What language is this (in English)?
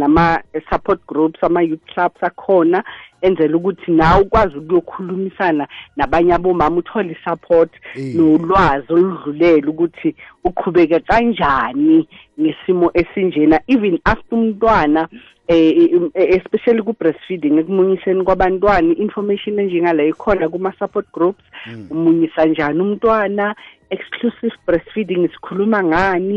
South Ndebele